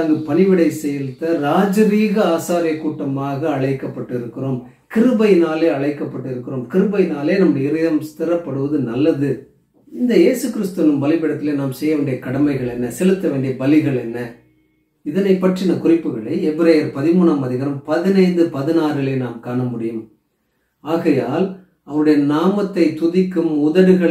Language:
Tamil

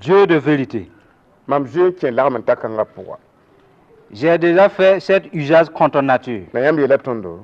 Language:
Mossi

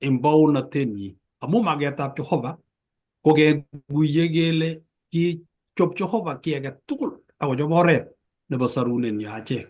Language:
Kalenjin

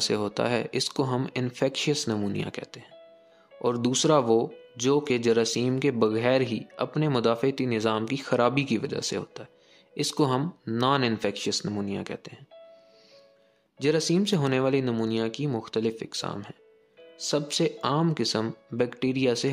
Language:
Urdu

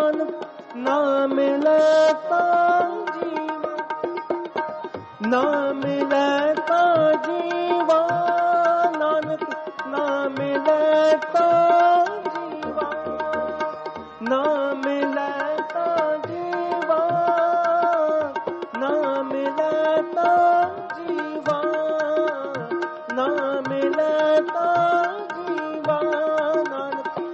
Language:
Punjabi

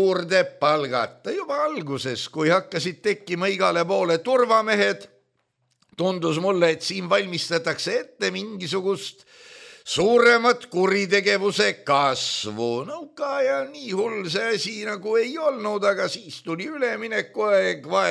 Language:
Estonian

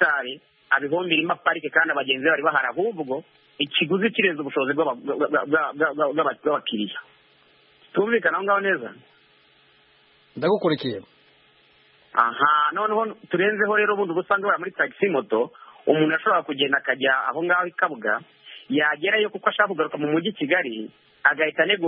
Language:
Kinyarwanda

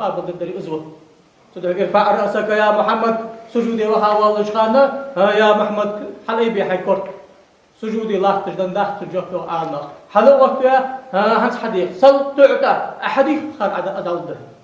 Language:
Ingush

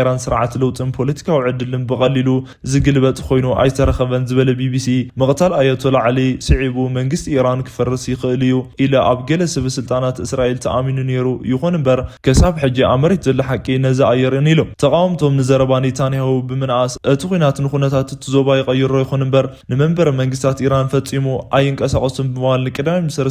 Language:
Tigrinya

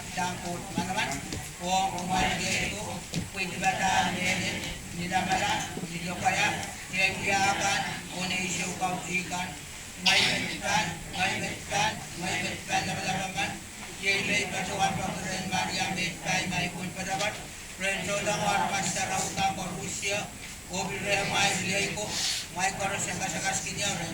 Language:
Pohnpeian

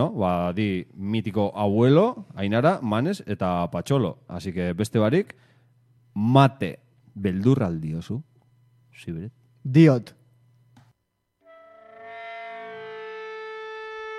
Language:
Basque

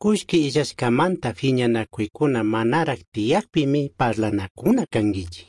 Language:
Chimborazo Highland Quichua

